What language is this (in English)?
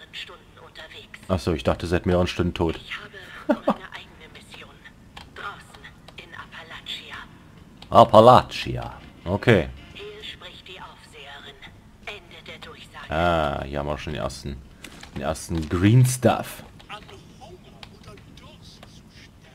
German